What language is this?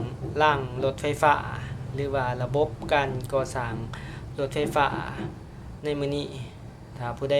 Lao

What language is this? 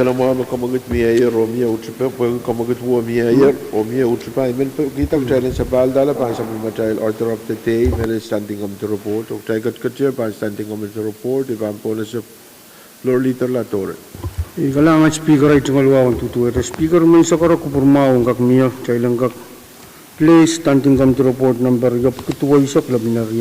Pohnpeian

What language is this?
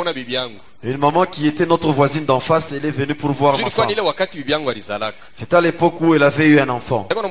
Swahili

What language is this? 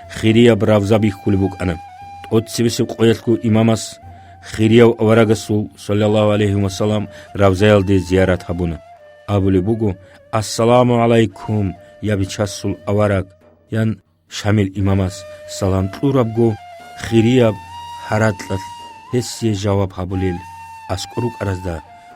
Avaric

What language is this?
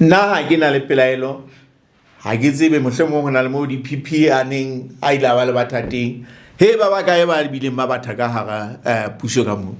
Southern Sotho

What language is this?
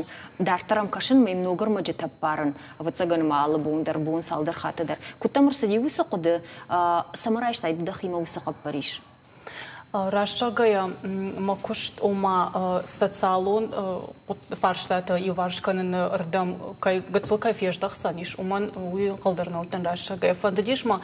Ossetic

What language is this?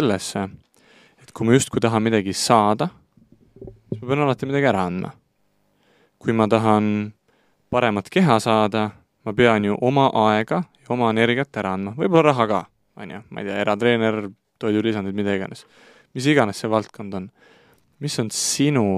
Estonian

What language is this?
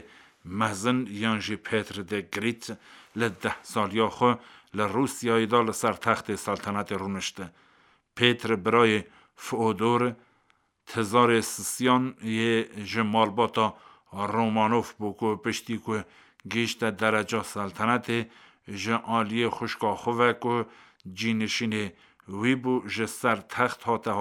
Kurdish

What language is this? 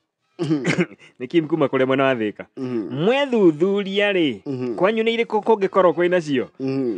Kikuyu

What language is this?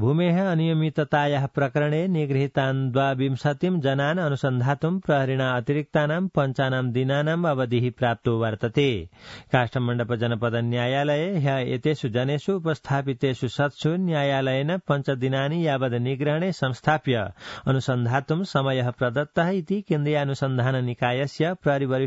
Sanskrit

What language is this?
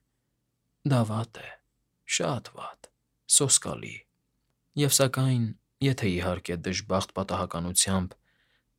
Armenian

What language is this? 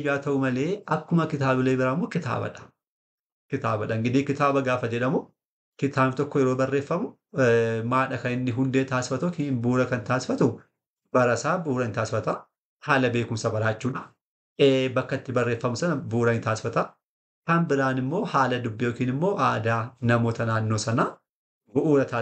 Oromo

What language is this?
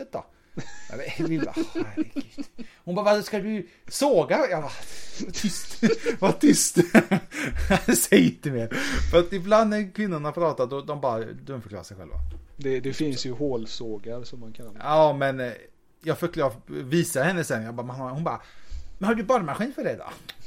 Swedish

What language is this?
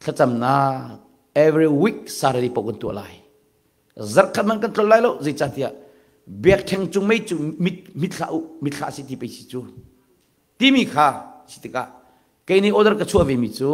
Hakha Chin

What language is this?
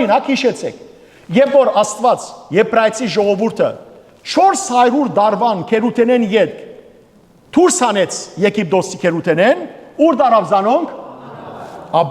Western Armenian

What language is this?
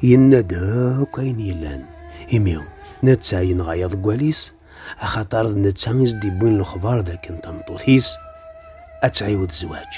Kabyle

